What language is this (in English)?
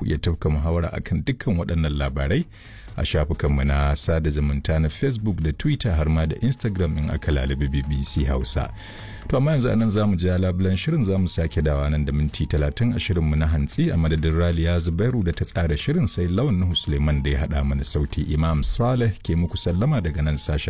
Hausa